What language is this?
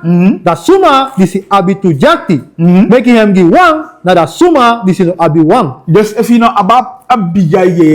Sranan Tongo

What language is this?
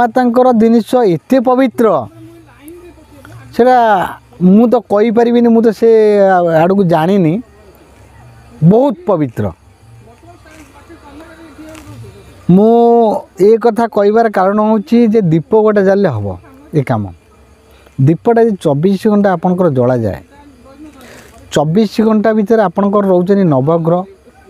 Odia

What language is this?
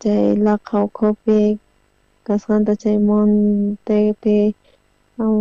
South Bolivian Quechua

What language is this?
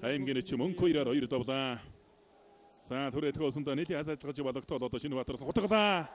Mongolian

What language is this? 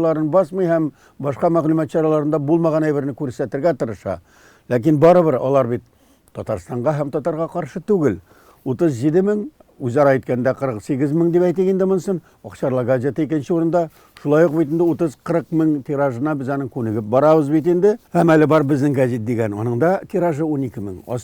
Tatar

